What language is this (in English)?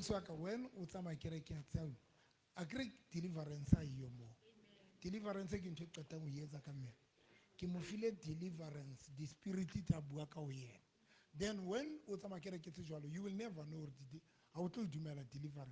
Southern Sotho